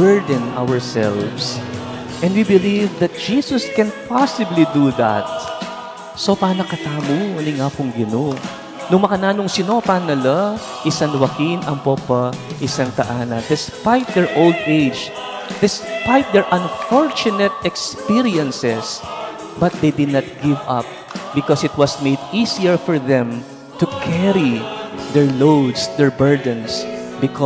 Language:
Pampanga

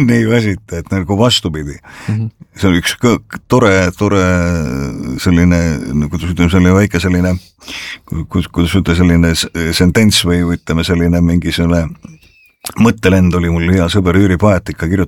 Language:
Estonian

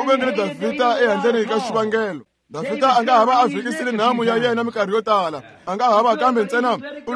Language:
Tsonga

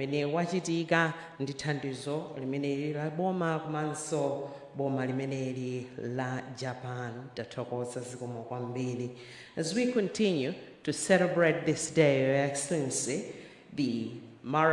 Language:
Nyanja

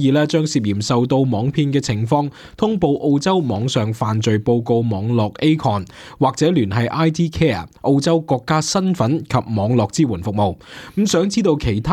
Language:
Cantonese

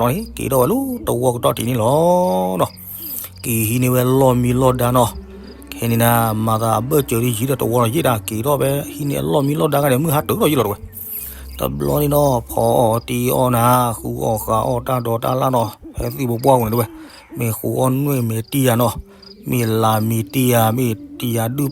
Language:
S'gaw Karen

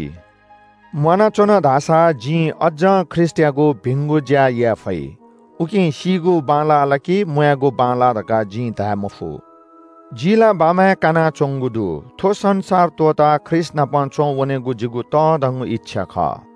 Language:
Newari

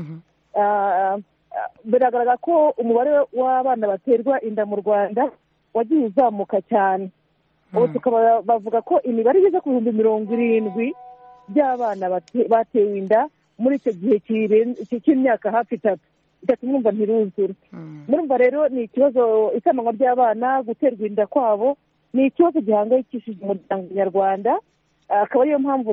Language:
Kinyarwanda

